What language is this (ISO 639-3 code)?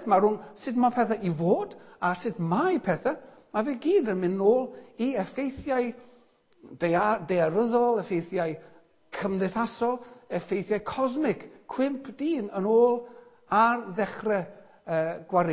cym